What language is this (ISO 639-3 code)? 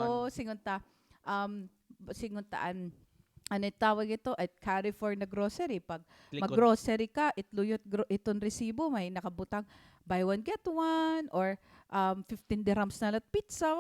war